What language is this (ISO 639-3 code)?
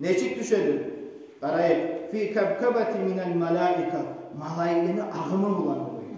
kum